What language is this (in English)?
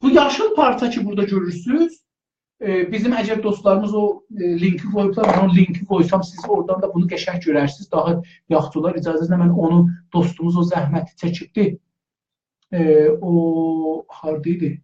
South Azerbaijani